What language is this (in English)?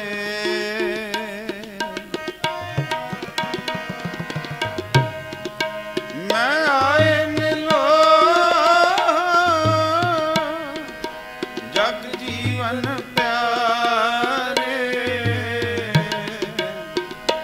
Punjabi